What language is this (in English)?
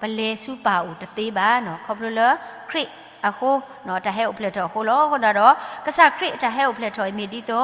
S'gaw Karen